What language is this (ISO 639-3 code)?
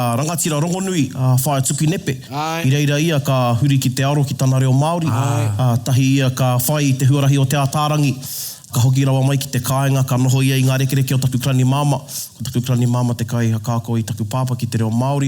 mri